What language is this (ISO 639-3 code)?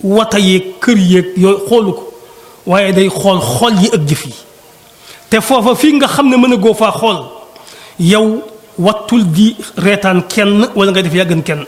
wol